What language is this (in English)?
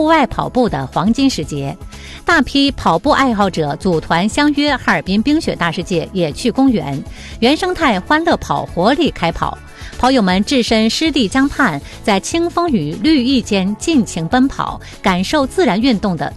Chinese